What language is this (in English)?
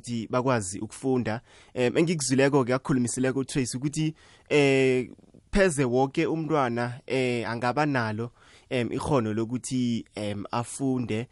South Ndebele